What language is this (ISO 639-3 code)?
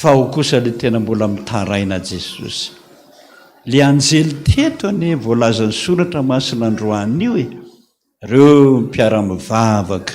mlg